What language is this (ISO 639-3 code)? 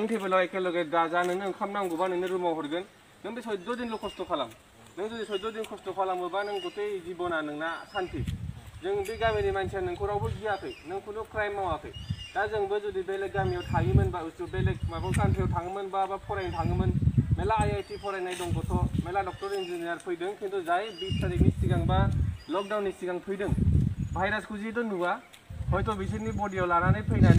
brx